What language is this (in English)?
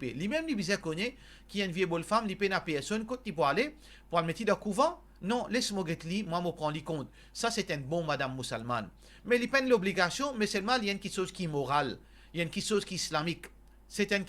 Morisyen